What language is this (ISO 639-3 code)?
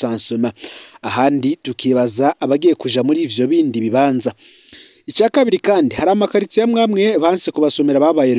run